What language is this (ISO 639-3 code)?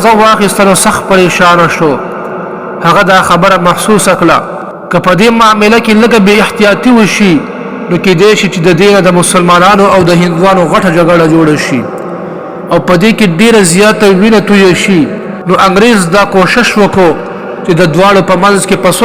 pus